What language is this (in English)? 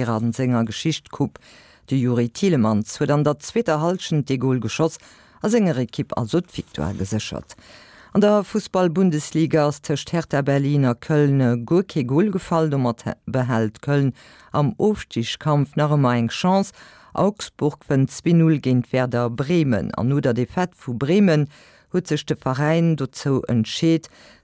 Luxembourgish